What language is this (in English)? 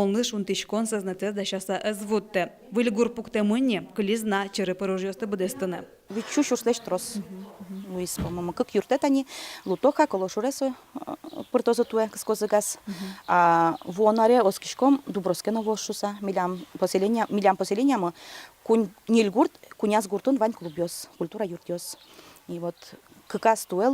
Udmurt